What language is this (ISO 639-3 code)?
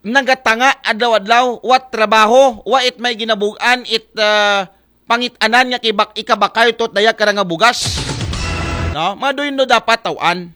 akl